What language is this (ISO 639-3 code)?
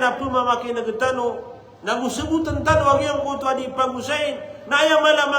mrw